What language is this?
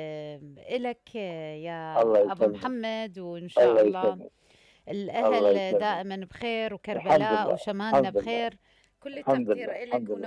Mesopotamian Arabic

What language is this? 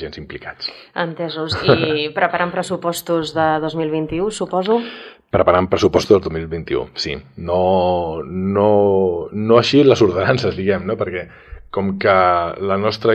Catalan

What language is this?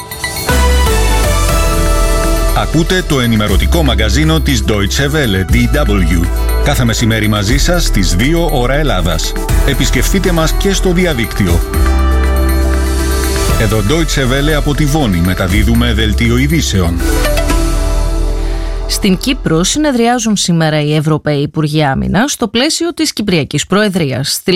Greek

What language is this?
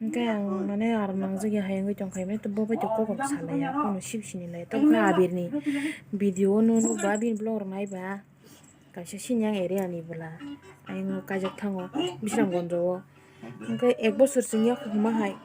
Kok Borok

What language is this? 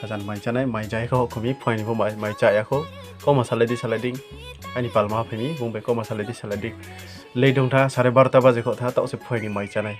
Riang (India)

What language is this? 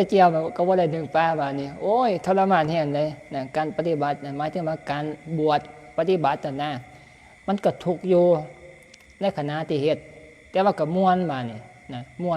Northeastern Thai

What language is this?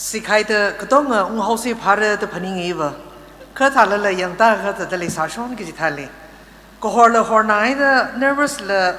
Tangkhul Naga (India)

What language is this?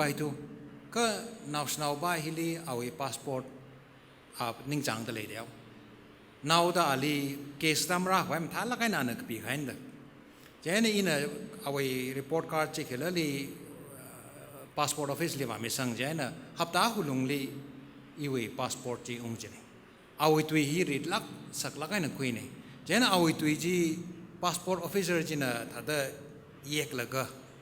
Tangkhul Naga (India)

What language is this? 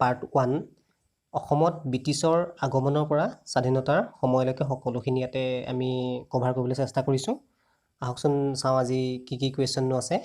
Assamese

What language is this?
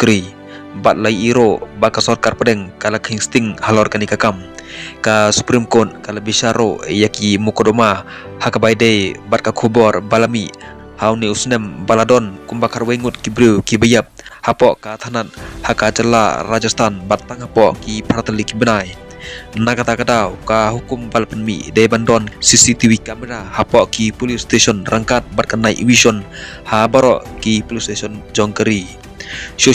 Khasi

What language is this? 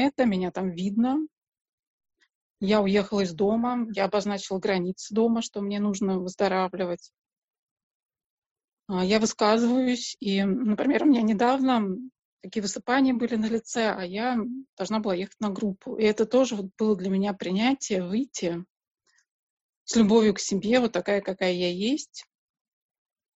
Russian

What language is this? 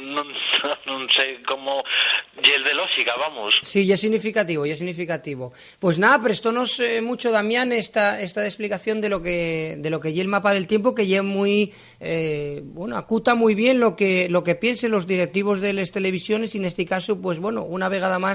Asturian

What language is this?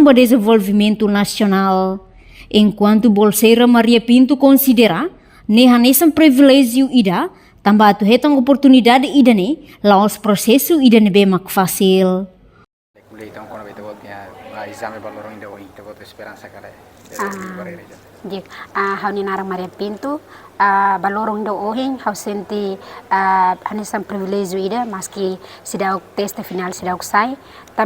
Tetum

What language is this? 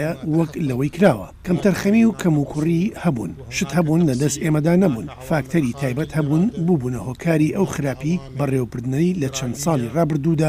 Central Kurdish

